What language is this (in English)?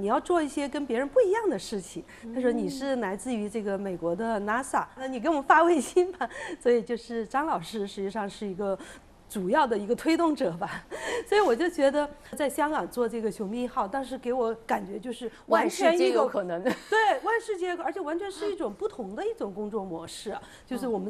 Chinese